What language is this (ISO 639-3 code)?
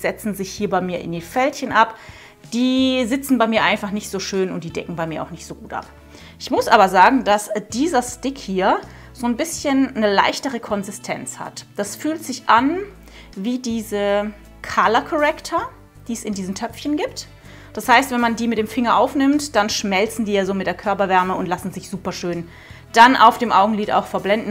deu